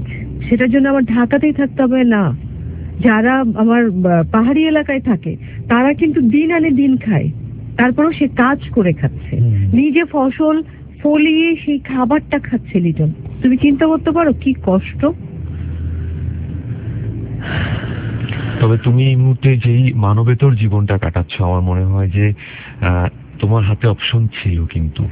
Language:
Bangla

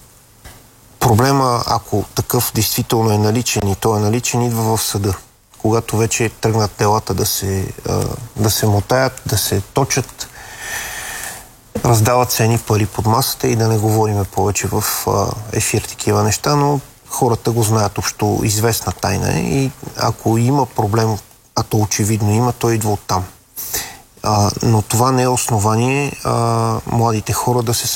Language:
Bulgarian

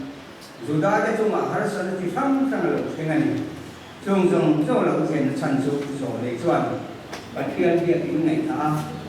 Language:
Mizo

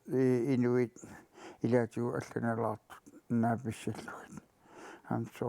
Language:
Kalaallisut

